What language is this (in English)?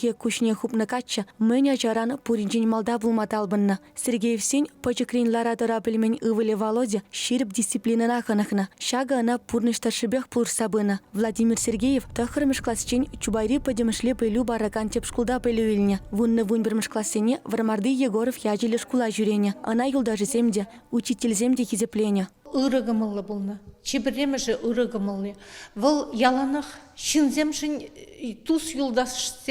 Chuvash